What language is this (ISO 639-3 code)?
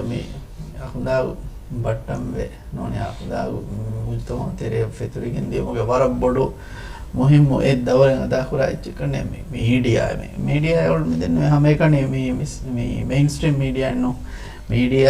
div